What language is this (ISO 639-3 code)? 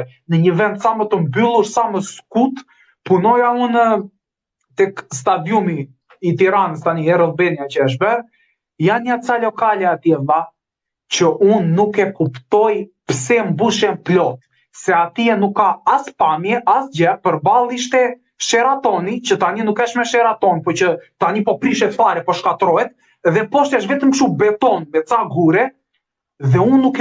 sqi